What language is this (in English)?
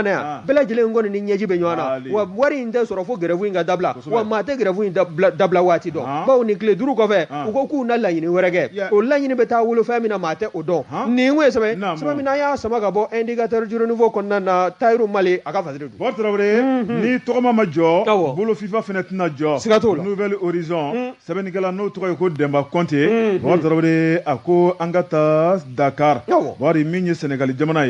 Bambara